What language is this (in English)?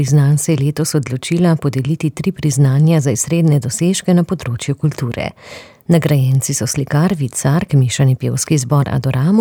Slovenian